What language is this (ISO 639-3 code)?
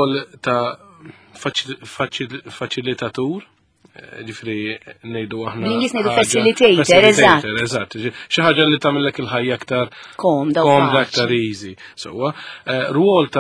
mlt